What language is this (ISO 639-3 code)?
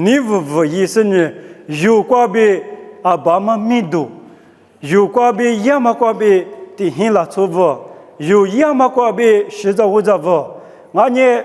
lis